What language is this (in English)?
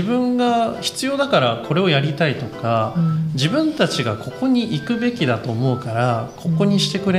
Japanese